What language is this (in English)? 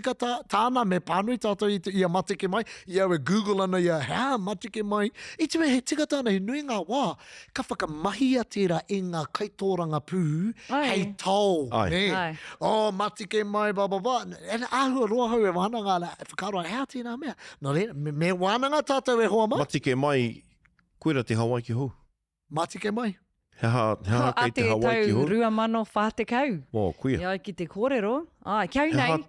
Māori